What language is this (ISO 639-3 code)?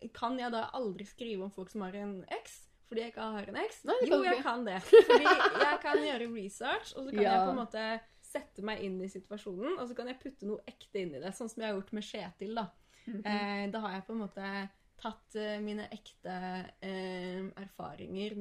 nor